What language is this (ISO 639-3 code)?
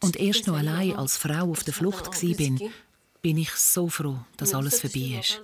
gsw